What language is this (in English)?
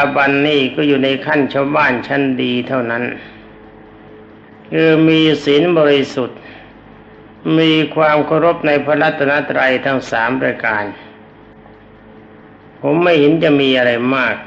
Thai